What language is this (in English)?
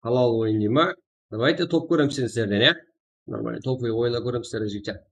Kara-Kalpak